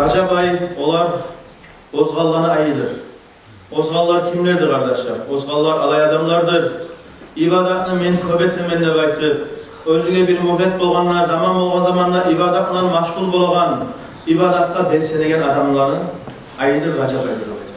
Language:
Kumyk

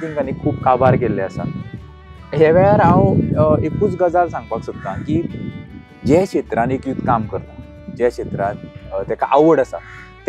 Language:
Konkani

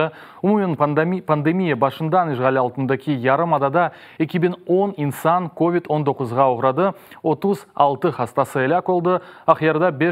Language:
Crimean Tatar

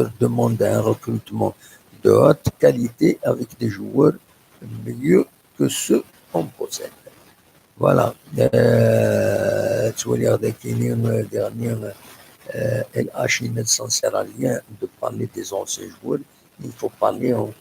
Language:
Kabyle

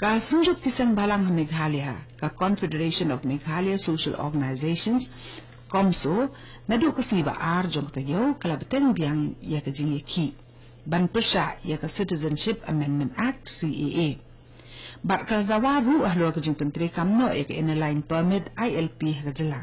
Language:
Khasi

